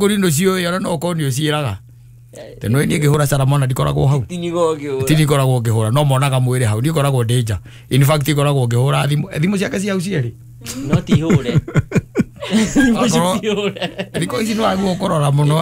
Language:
Kikuyu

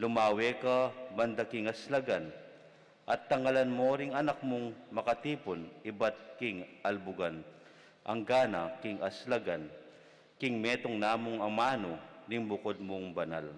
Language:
Pampanga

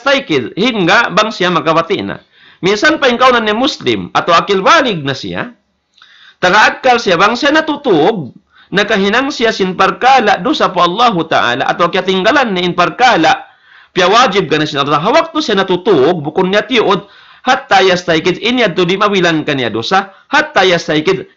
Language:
Tausug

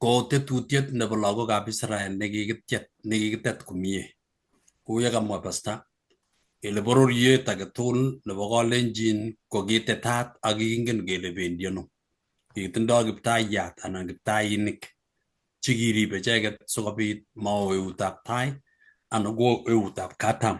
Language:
Kalenjin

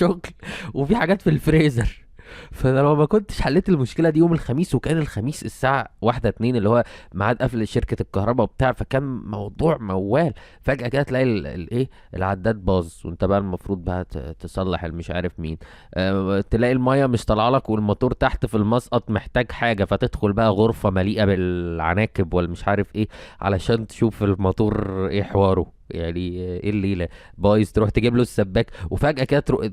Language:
Egyptian Arabic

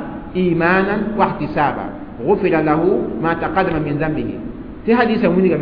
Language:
Mossi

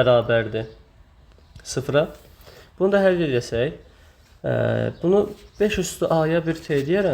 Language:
Azerbaijani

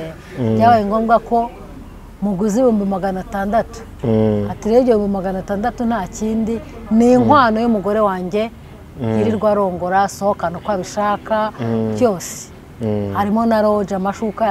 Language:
Kinyarwanda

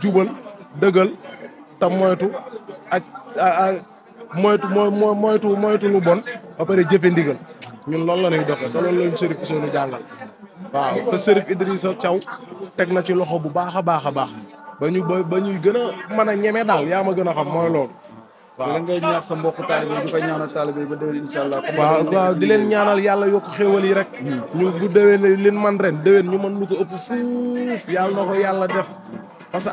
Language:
Wolof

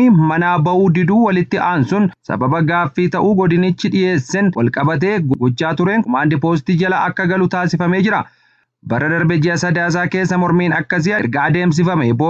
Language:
Oromo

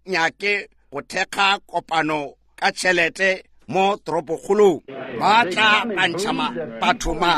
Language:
Northern Sotho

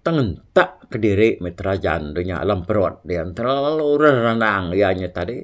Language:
Iban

